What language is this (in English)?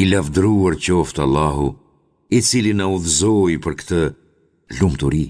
Albanian